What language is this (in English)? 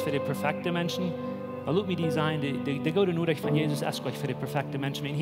Plautdietsch